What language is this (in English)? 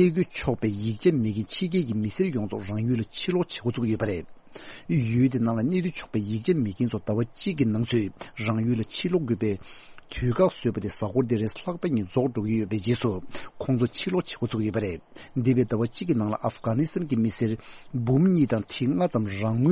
Tibetan